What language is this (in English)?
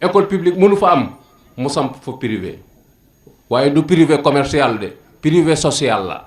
Wolof